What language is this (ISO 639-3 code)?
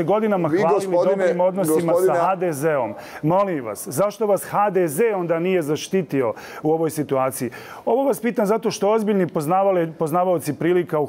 hrv